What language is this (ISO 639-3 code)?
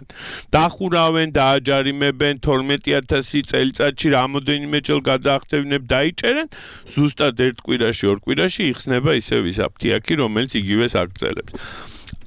kat